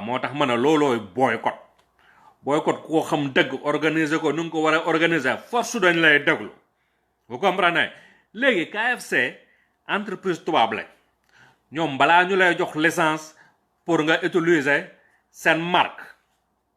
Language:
Wolof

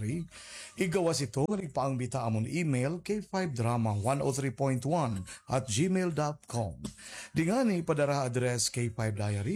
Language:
Waray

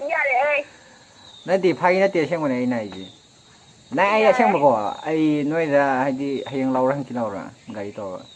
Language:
Manipuri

